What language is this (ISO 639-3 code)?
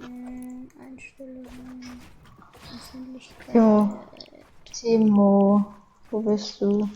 bar